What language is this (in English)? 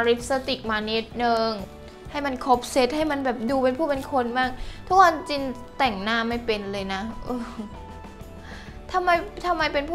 Thai